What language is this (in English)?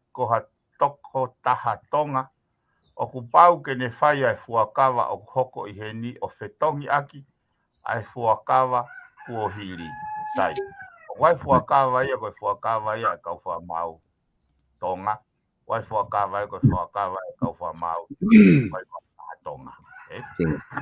Tongan